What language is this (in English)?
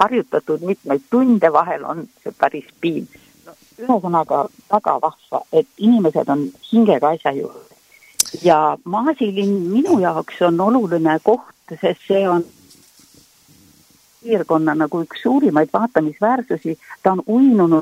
Estonian